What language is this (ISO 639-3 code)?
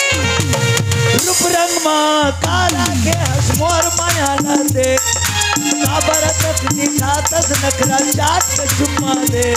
hne